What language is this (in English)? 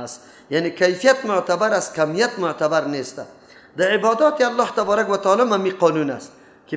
Persian